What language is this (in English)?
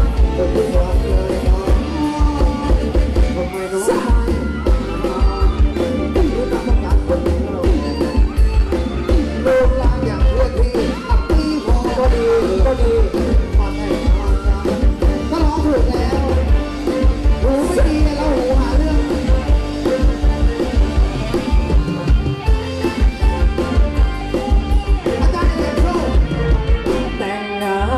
Thai